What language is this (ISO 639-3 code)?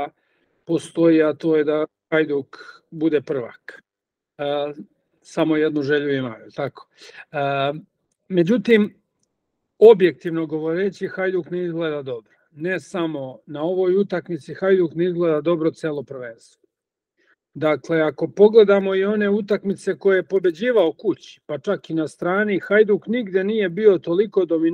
srp